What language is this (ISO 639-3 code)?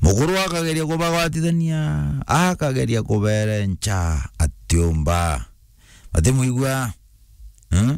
mer